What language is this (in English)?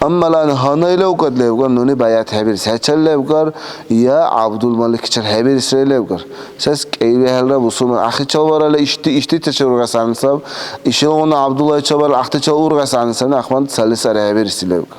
Dargwa